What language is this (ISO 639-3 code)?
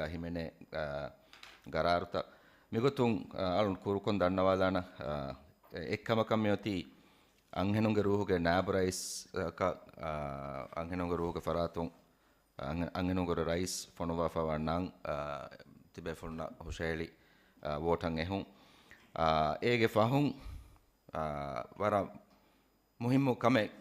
div